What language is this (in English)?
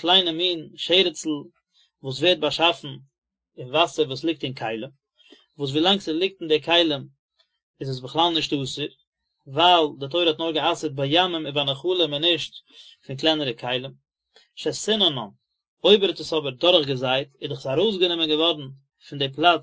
Yiddish